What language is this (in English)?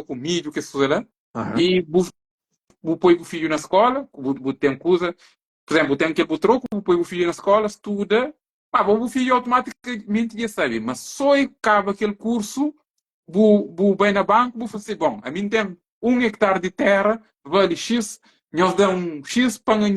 Kabuverdianu